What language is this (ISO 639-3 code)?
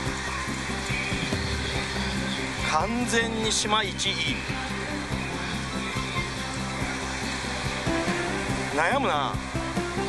jpn